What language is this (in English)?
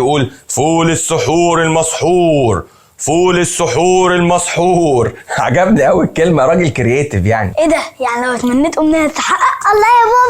Egyptian Arabic